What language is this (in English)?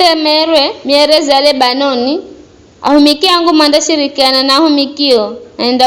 Giryama